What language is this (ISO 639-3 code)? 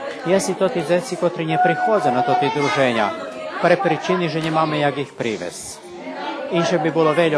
rue